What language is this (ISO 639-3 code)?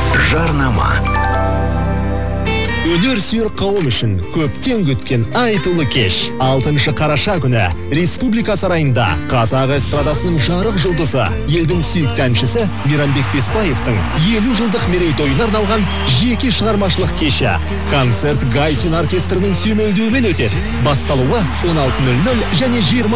kaz